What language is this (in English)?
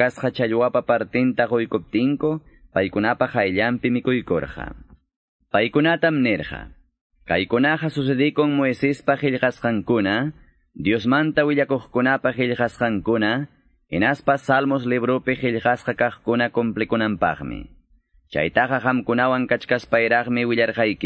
Quechua